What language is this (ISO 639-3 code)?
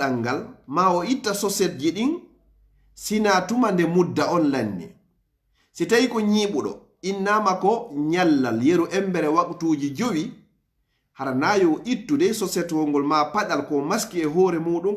fuf